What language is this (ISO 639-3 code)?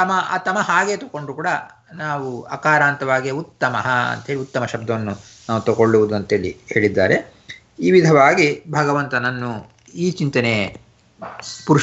kan